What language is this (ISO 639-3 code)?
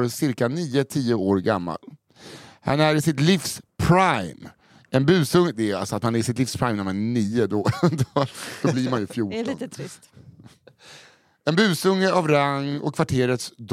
swe